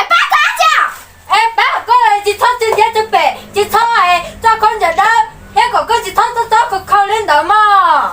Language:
Hmong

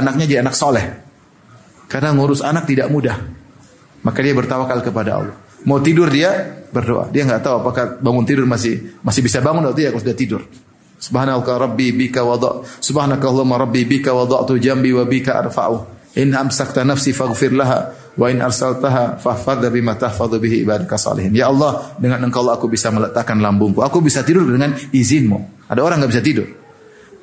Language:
Indonesian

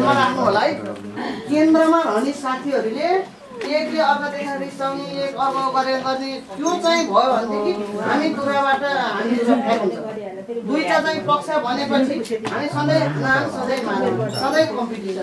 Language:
Nepali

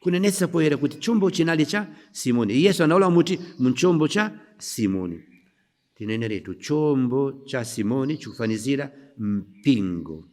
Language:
Nyanja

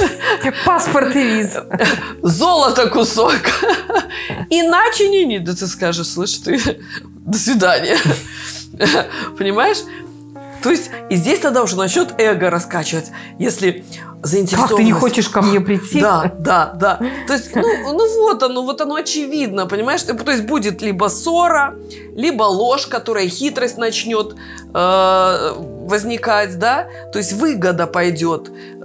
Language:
Russian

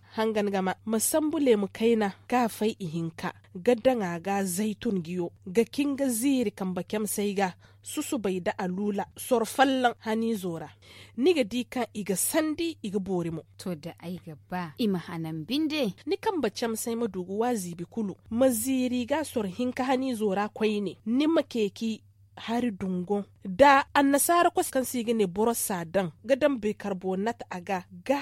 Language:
Zarma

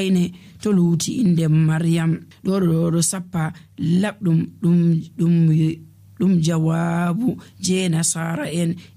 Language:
Nigerian Fulfulde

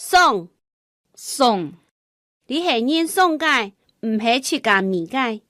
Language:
Hakka Chinese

